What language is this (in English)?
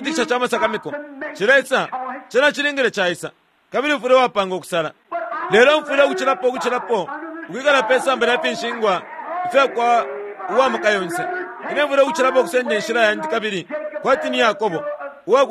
Bemba